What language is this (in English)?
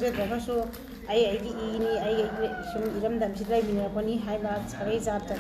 Manipuri